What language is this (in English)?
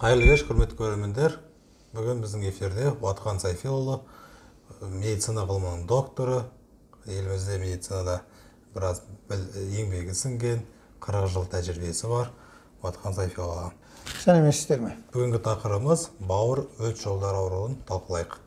Kazakh